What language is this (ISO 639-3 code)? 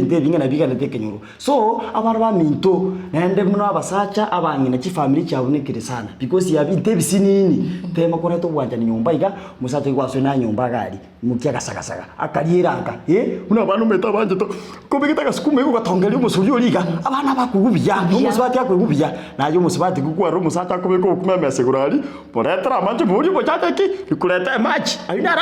guz